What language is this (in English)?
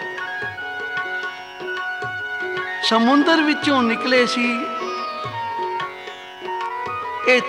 Punjabi